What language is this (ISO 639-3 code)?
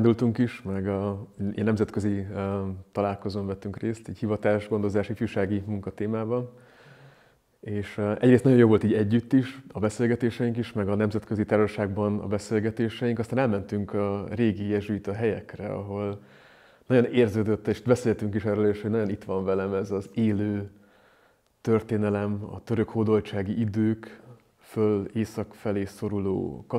hun